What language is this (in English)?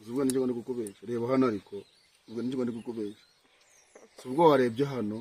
Kinyarwanda